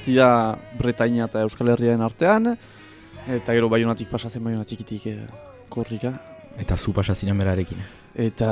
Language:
Basque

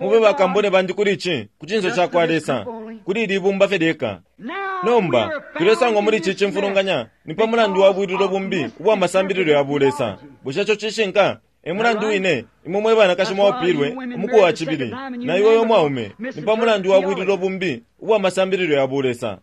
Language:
Bemba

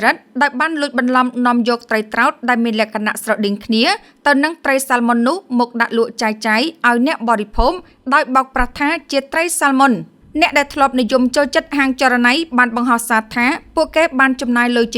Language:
Khmer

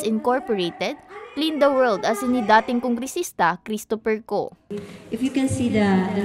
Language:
Bikol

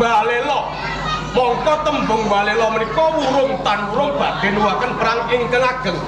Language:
Javanese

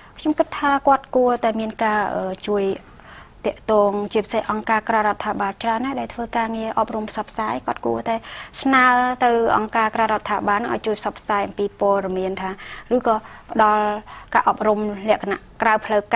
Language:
Khmer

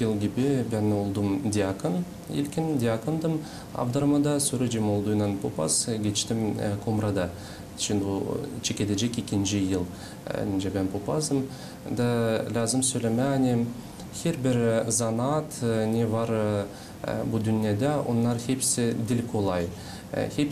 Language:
Gagauz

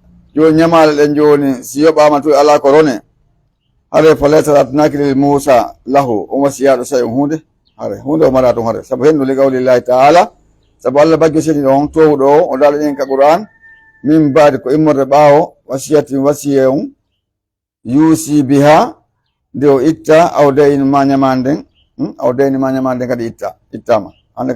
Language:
Pular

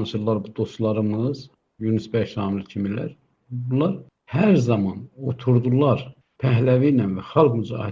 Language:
South Azerbaijani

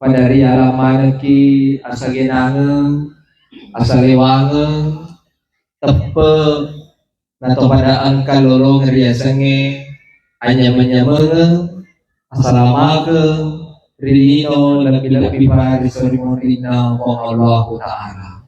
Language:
Buginese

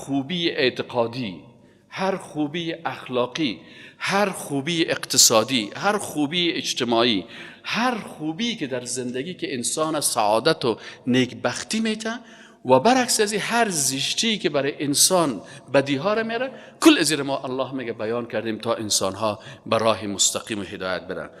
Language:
Persian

